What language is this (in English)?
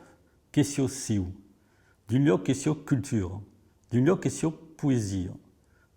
Occitan